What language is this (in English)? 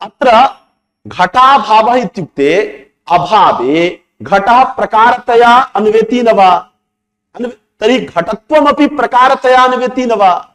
Sanskrit